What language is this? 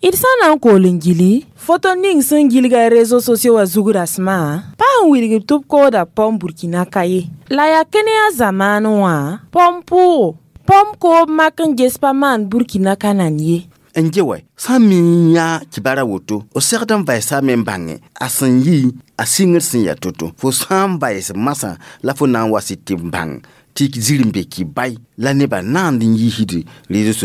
Mossi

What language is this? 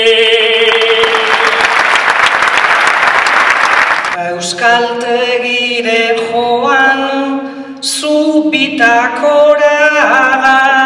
Basque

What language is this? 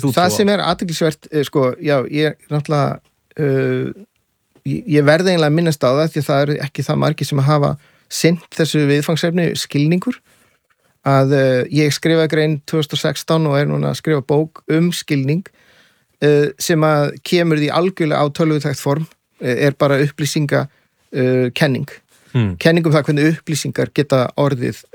Icelandic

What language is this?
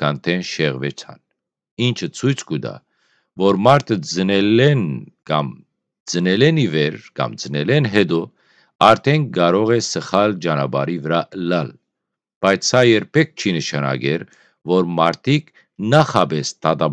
Western Armenian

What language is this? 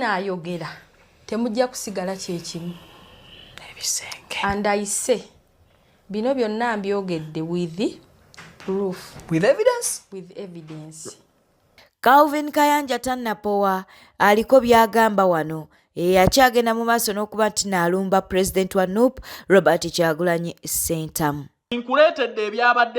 Ganda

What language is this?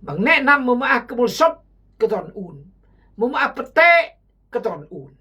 Khmu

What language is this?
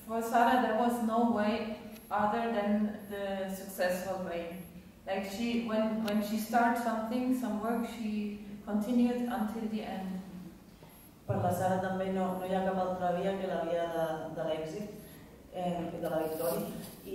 Catalan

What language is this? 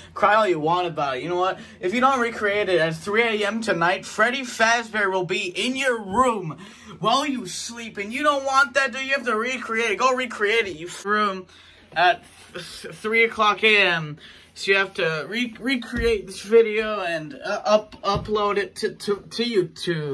English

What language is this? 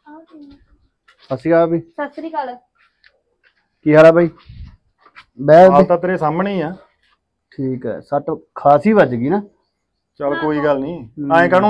Punjabi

